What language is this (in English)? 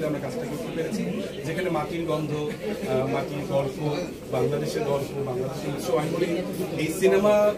Bangla